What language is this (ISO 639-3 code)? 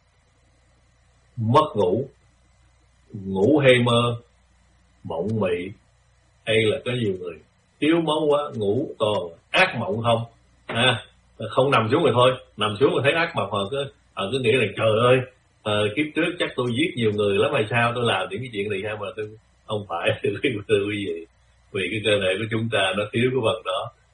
vie